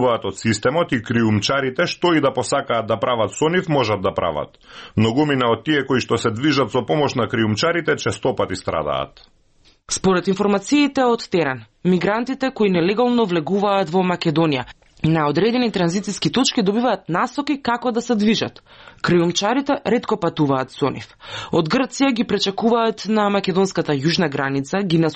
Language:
Macedonian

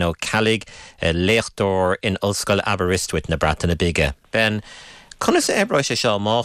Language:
Irish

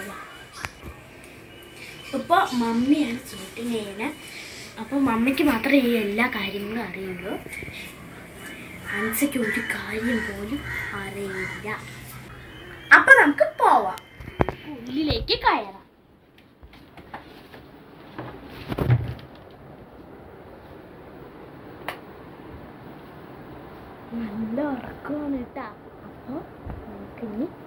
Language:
Malayalam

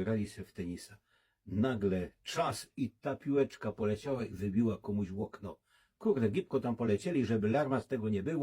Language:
Silesian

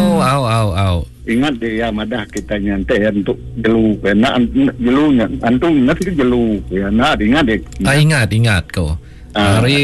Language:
Iban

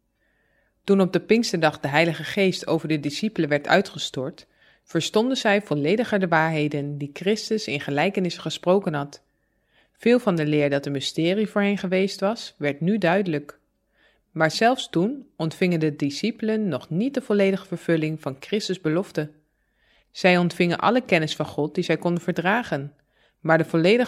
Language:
Dutch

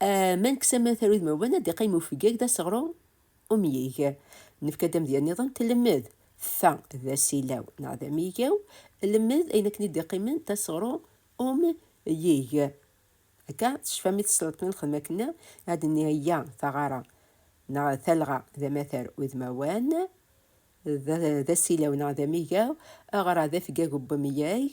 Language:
Kabyle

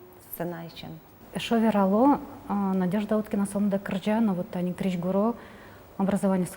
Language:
Udmurt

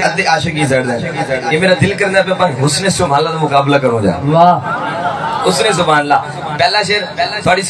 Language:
Saraiki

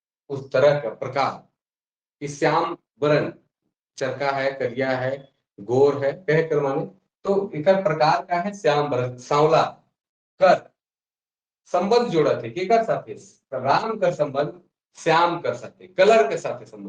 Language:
Sadri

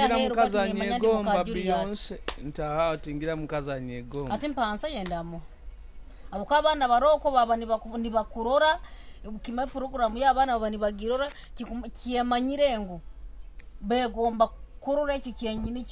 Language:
Nyoro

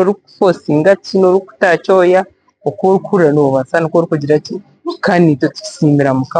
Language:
Nyankole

